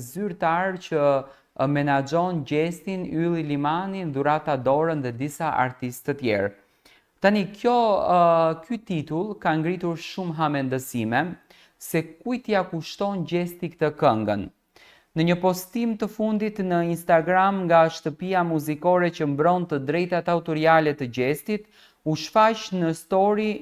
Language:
Albanian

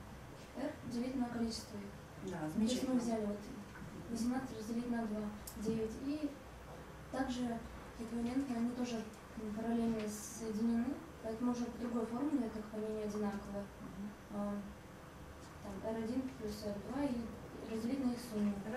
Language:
Russian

